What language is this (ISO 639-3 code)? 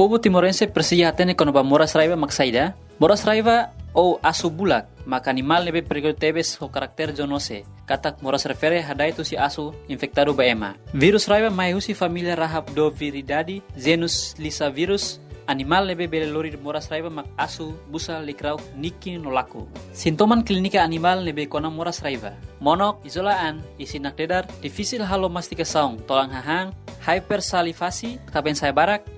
tet